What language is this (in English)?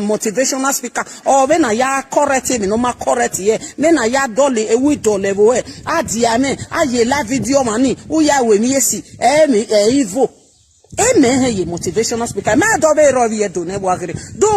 Nigerian Pidgin